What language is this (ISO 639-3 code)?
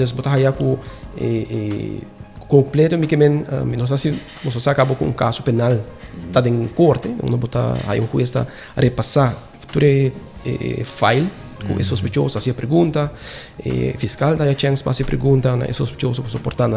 pap